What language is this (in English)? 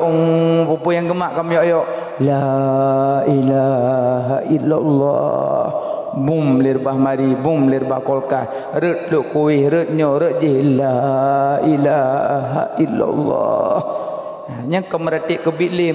Achinese